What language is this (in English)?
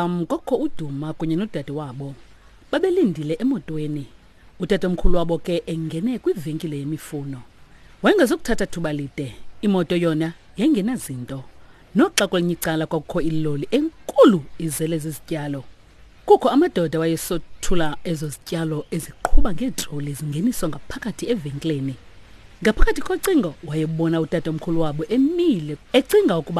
Xhosa